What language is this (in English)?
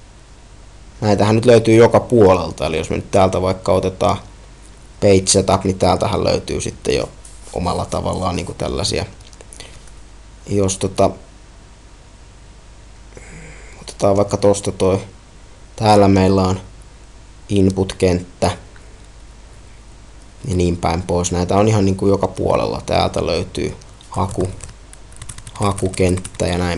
Finnish